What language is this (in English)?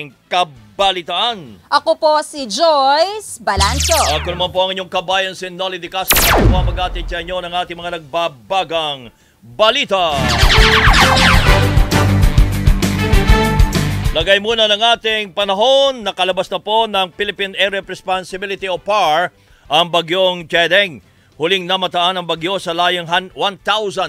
Filipino